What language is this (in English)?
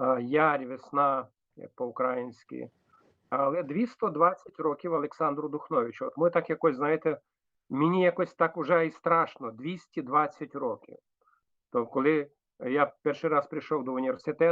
Rusyn